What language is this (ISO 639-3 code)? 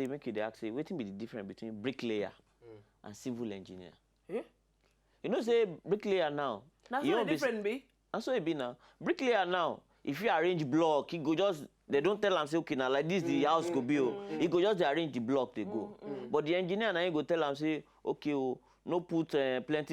pcm